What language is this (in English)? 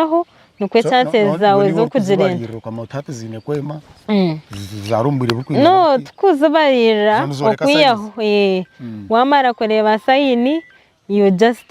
Nyankole